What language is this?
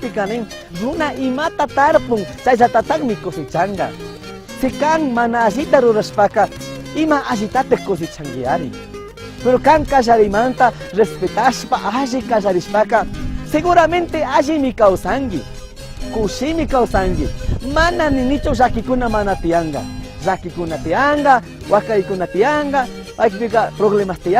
Chimborazo Highland Quichua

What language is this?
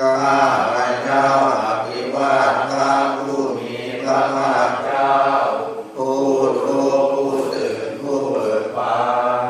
Pali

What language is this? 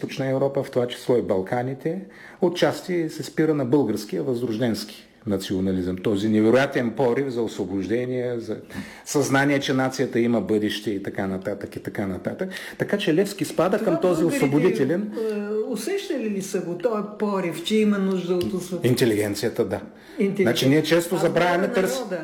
Bulgarian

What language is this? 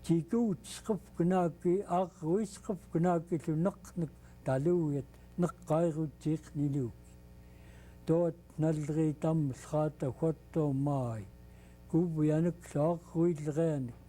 Central Yupik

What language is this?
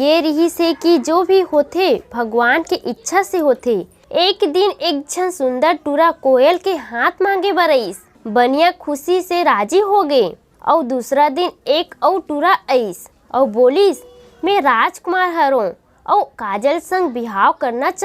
Chhattisgarhi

